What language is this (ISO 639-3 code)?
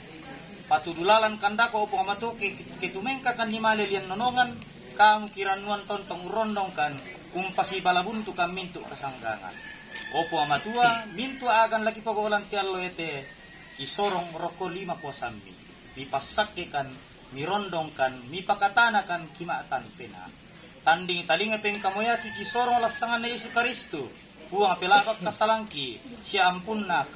sda